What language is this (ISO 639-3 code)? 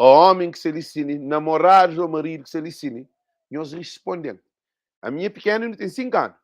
kea